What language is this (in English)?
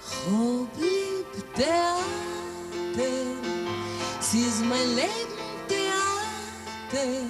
Yiddish